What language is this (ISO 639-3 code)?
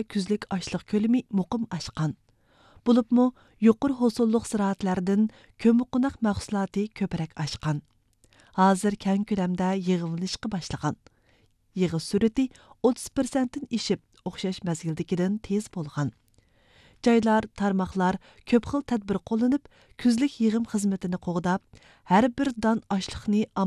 uig